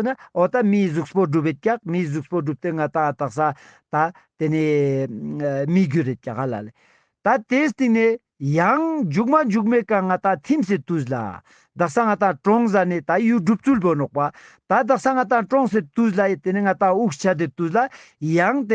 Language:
Ladakhi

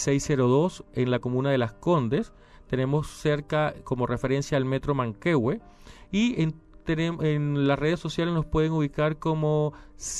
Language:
Spanish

